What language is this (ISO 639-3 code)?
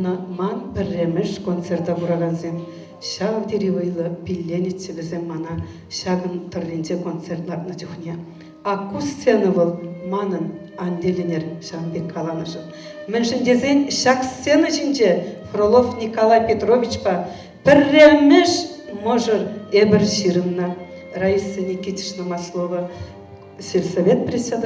chv